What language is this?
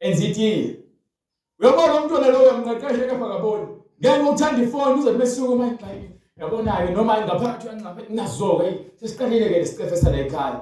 Zulu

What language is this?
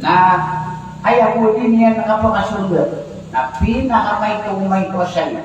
Maranao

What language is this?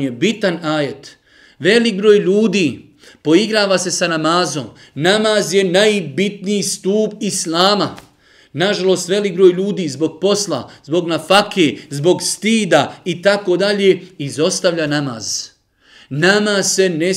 Bosnian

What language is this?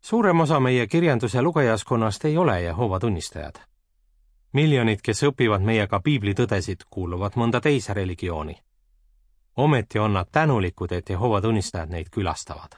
Estonian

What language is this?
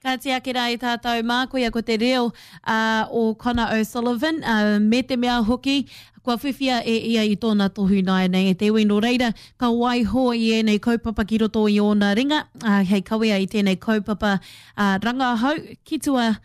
Māori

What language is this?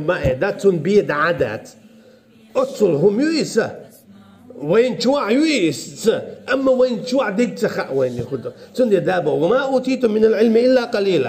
Chechen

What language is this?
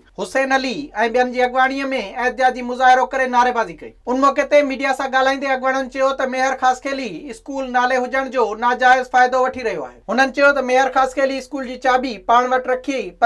Sindhi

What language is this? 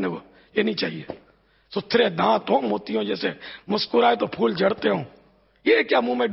Urdu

